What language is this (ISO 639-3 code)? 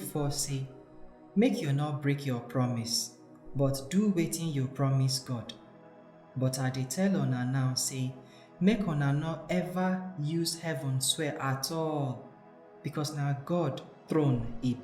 pcm